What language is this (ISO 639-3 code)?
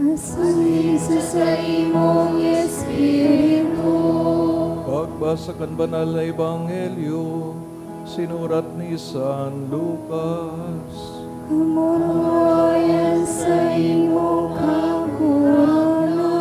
bik